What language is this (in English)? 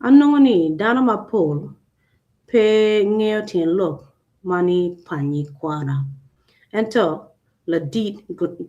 Acoli